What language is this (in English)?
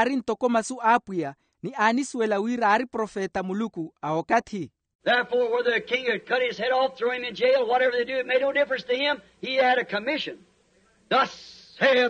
Makhuwa